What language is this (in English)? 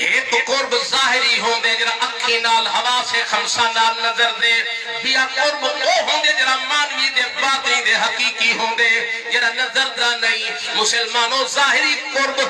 Saraiki